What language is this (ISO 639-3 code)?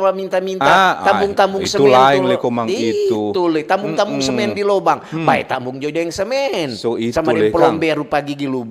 xmm